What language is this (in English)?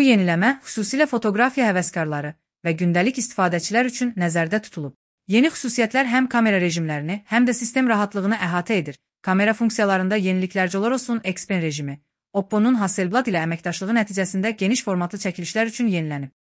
Azerbaijani